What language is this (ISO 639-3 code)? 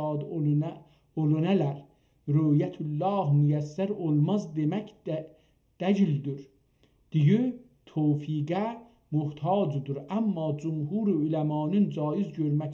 azb